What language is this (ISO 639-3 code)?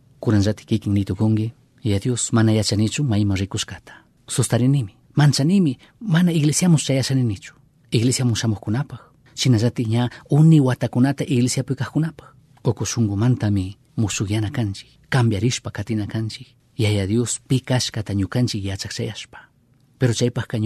qug